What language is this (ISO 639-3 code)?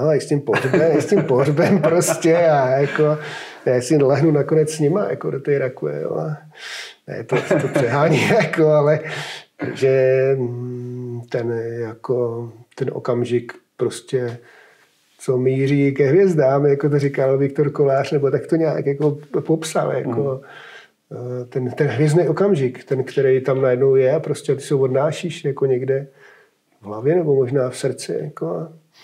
ces